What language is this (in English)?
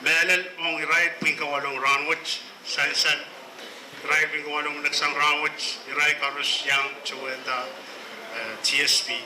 Pohnpeian